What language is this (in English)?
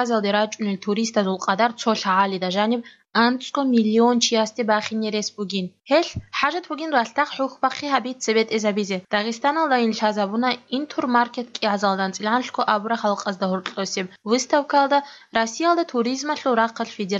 Avaric